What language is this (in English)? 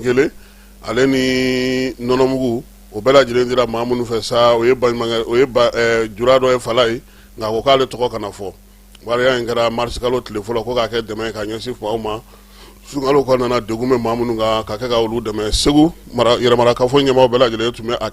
Bambara